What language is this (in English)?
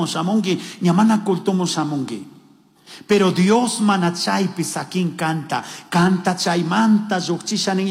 Chimborazo Highland Quichua